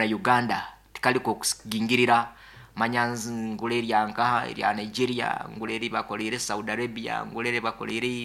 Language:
Nyankole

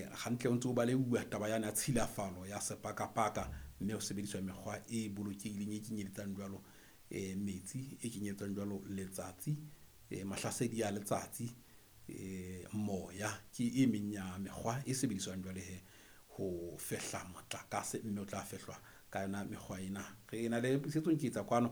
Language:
Southern Sotho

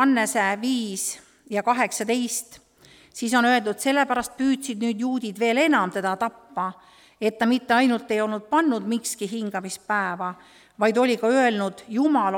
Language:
Estonian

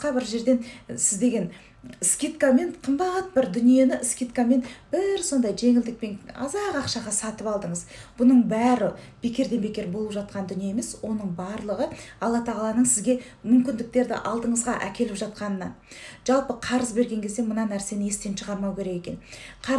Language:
Kazakh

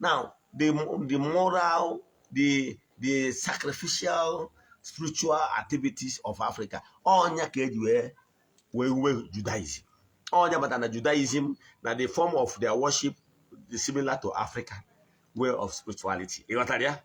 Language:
Igbo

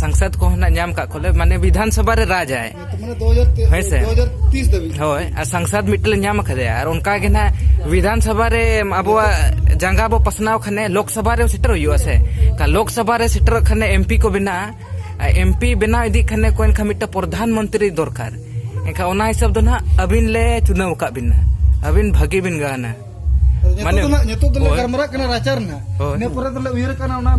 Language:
Santali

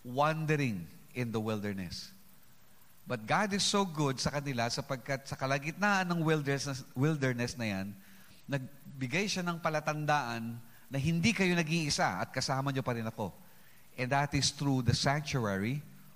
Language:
Filipino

